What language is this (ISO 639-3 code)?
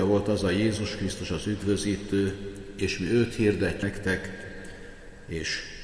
hun